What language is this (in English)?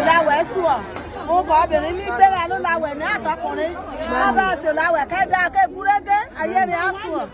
Yoruba